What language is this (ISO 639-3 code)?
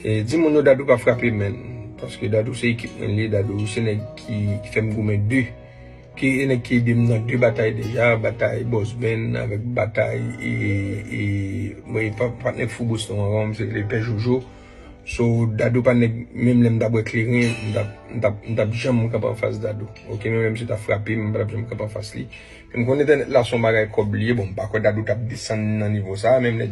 hat